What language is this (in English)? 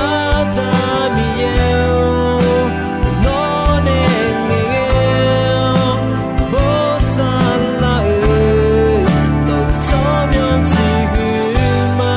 Akha